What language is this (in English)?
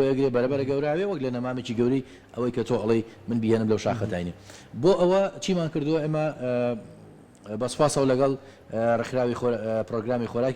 Central Kurdish